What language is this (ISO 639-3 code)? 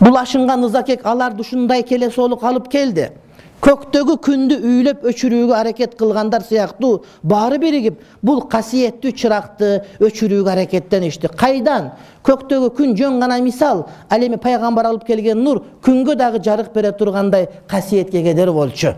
kir